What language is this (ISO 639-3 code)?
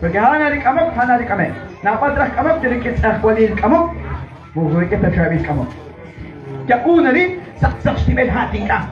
kek